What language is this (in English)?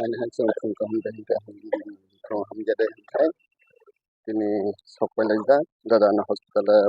Kok Borok